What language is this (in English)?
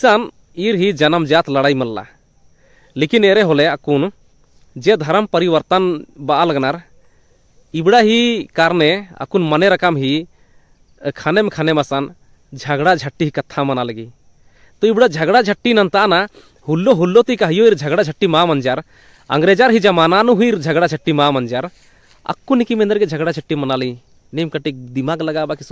Kurukh